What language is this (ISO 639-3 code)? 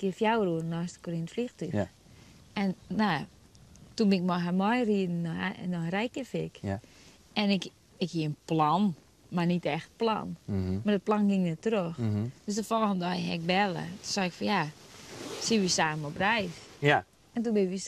fry